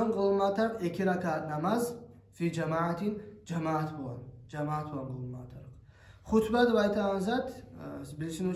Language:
Kumyk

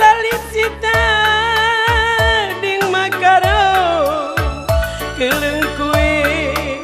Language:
Batak Karo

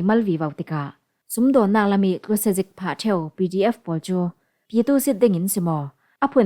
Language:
Falam Chin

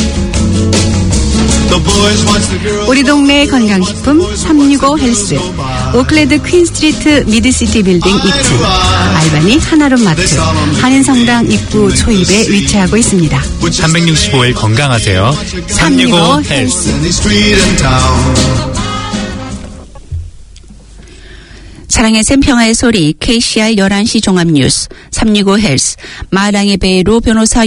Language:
Korean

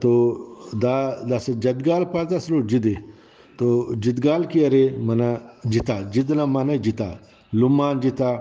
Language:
Brahui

